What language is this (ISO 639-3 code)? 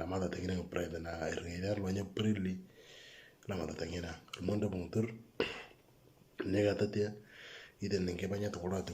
mor